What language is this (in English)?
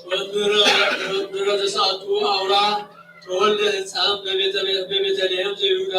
Geez